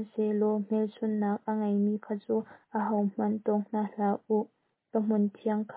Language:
Hakha Chin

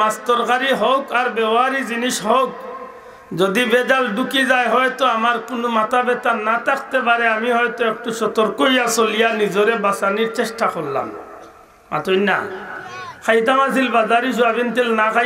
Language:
Sylheti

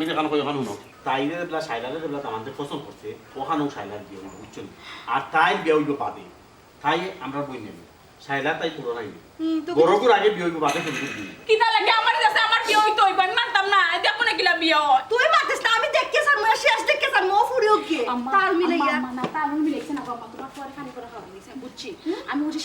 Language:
Sylheti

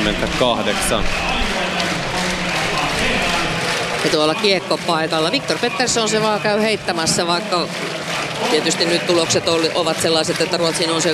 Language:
Finnish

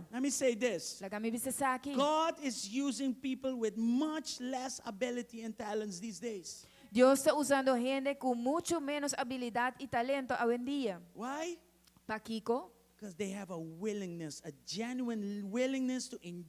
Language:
Papiamento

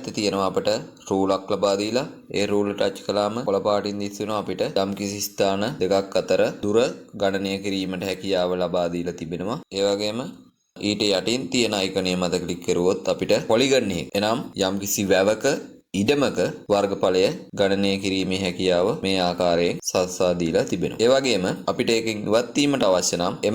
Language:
Sinhala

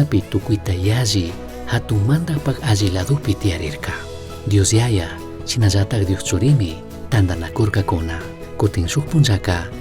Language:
Chimborazo Highland Quichua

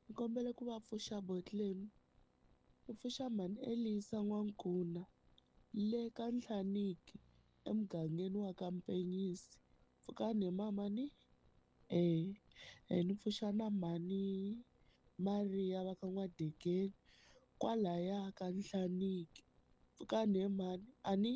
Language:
Tsonga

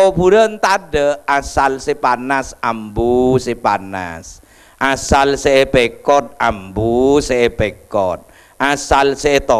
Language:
Madurese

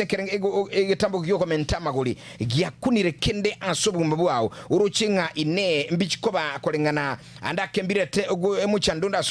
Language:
Gusii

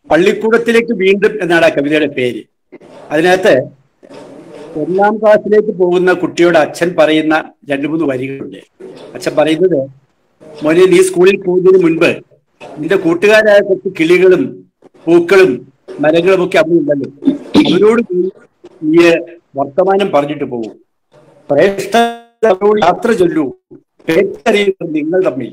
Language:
Malayalam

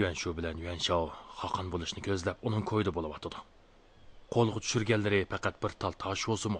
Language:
Uyghur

